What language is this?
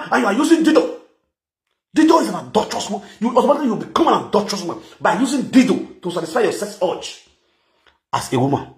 Nigerian Pidgin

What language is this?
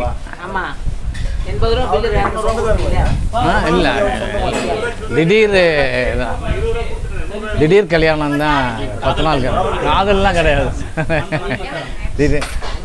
Tamil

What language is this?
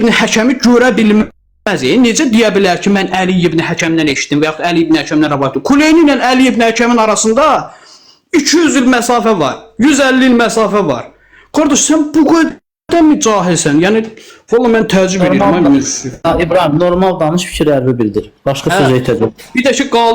Azerbaijani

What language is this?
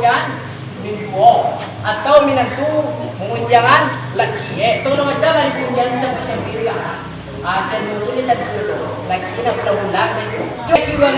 Minangkabau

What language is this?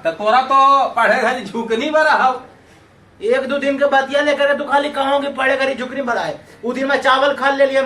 Magahi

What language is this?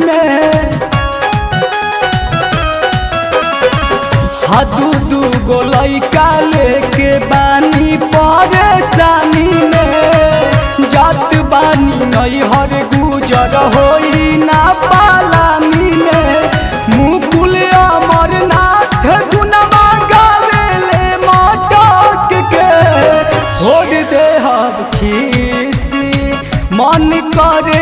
Bhojpuri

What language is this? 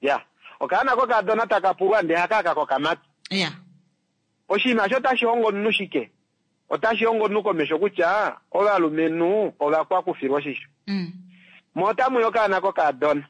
Kuanyama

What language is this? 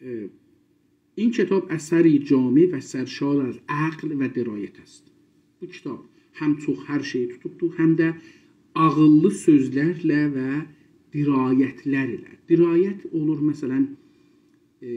South Azerbaijani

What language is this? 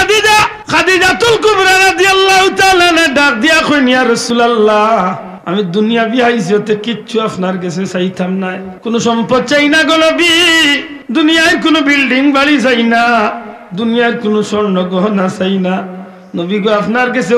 Sylheti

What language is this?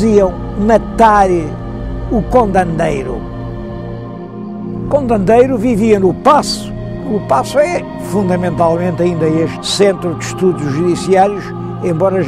Portuguese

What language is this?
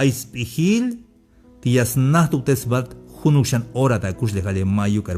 Tzeltal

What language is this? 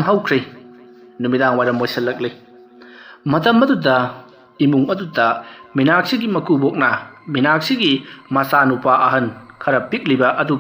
Manipuri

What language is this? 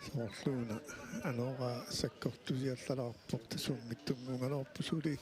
Kalaallisut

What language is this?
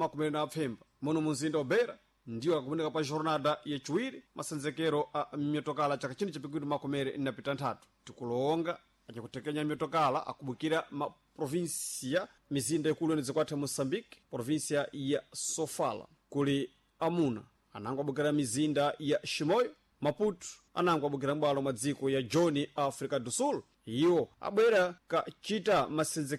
Sena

